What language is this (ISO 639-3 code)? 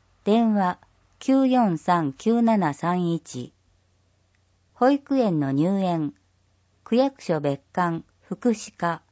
jpn